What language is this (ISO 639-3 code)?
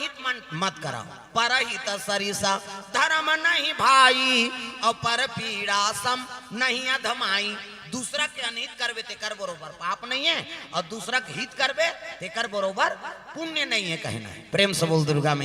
hne